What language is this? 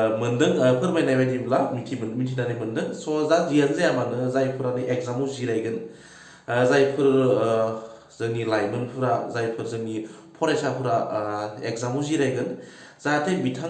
Bodo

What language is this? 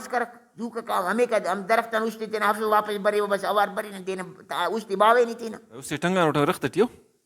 Brahui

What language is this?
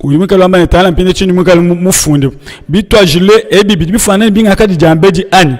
Luba-Lulua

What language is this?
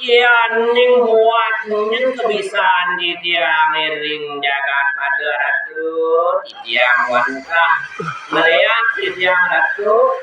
Balinese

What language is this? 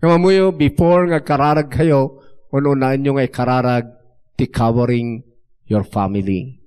Iloko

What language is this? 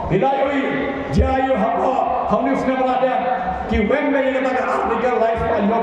Khasi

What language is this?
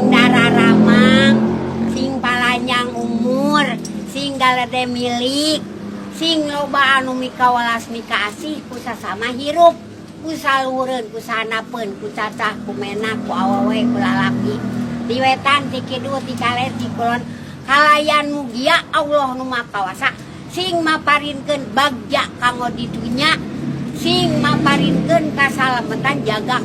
Sundanese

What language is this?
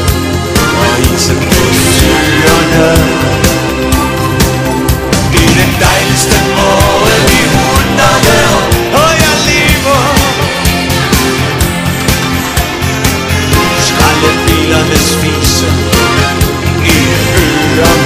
Danish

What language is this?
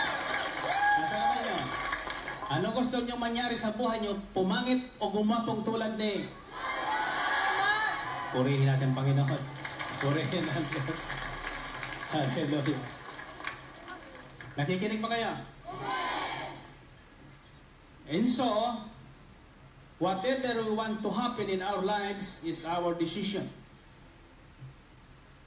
Filipino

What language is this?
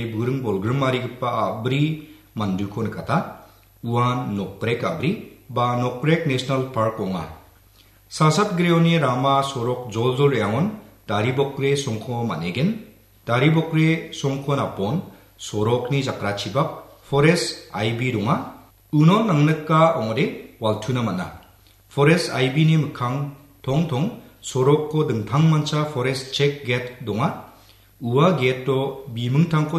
Garo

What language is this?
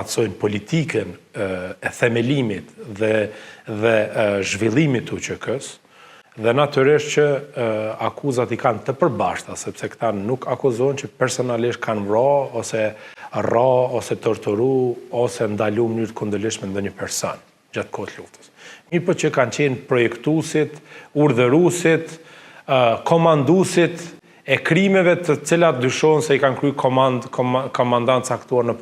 Albanian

